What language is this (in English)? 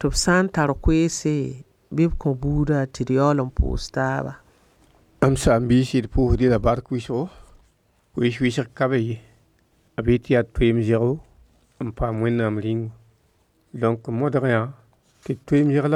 Mossi